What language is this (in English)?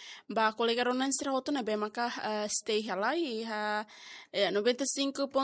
Tetum